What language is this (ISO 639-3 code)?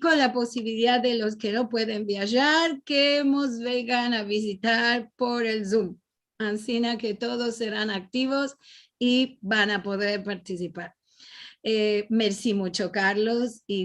lad